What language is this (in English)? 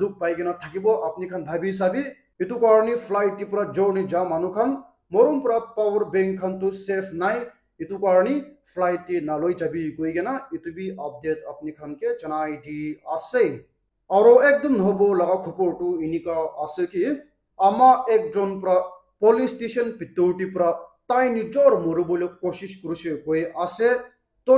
Naga Pidgin